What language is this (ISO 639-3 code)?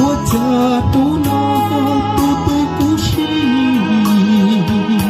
hmn